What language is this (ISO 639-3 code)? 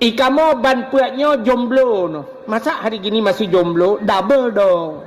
ace